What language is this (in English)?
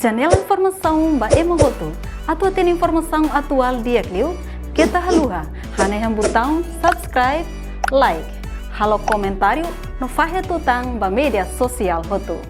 Tetum